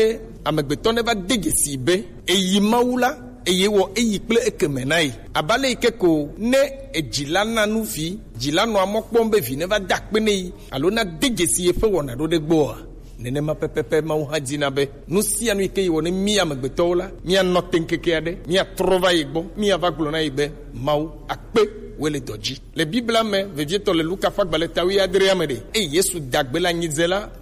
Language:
Gen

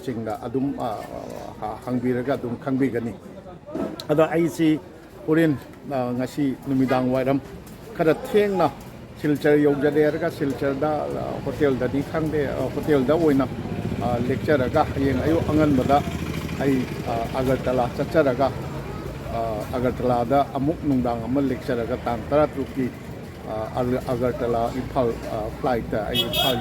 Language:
Manipuri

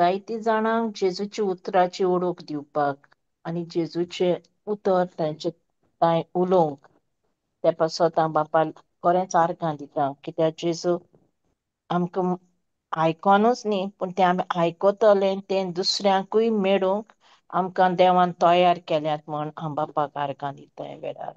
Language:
Konkani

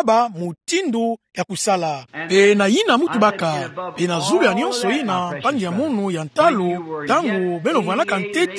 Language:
Kituba (Democratic Republic of Congo)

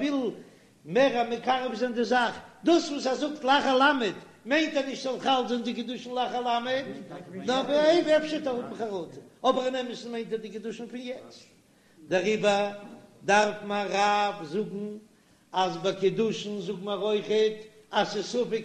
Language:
Yiddish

